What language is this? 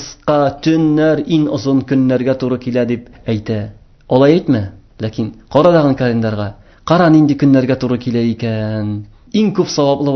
Tatar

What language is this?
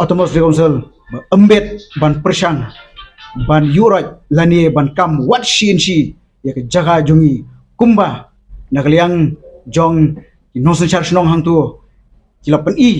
Khasi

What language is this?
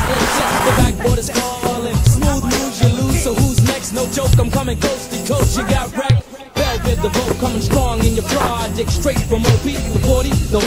English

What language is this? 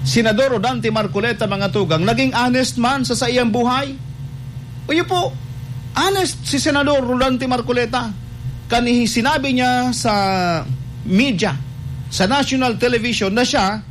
Bikol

